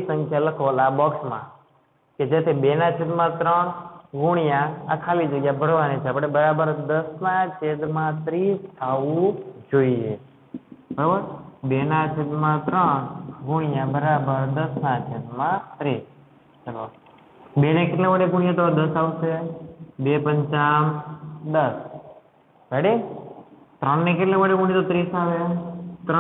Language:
Gujarati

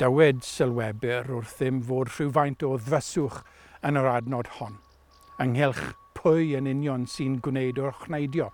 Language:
Welsh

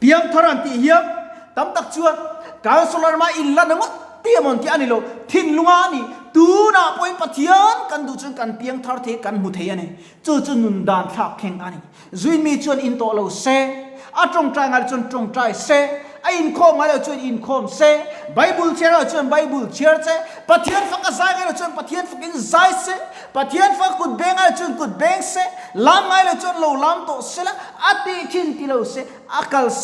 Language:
Mizo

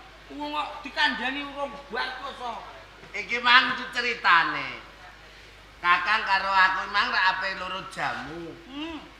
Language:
Javanese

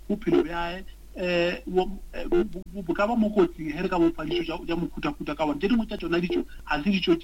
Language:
Northern Sotho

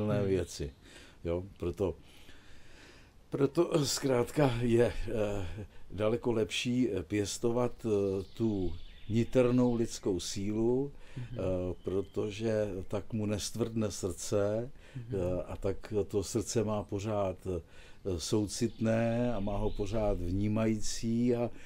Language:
Czech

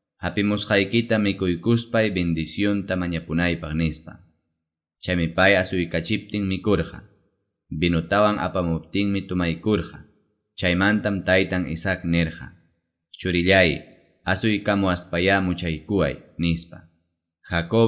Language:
Ayacucho Quechua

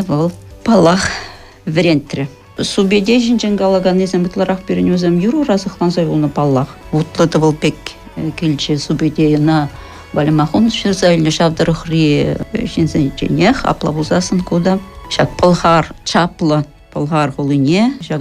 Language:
Chuvash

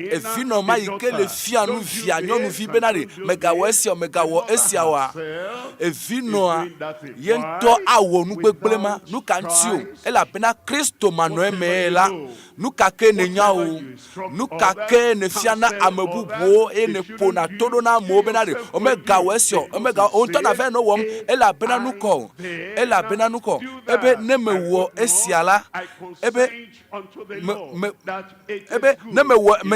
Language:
Ewe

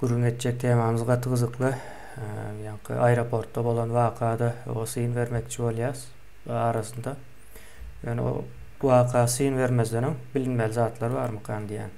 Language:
Turkmen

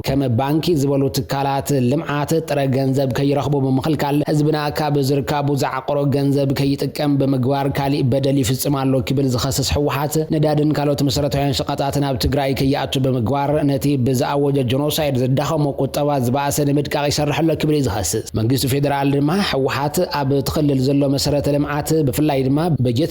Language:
Tigrinya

